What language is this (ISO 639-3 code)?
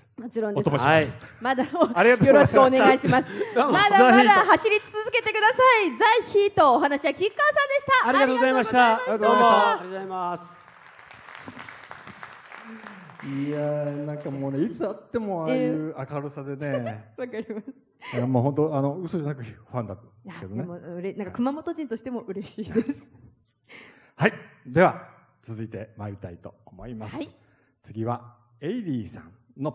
jpn